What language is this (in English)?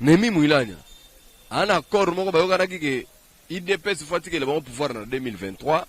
Lingala